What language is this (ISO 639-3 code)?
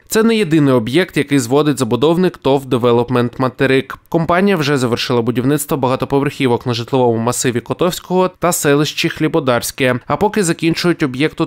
ukr